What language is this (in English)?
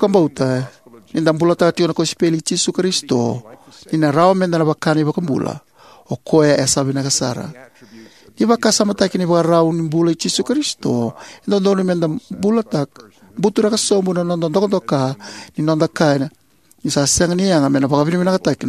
Fijian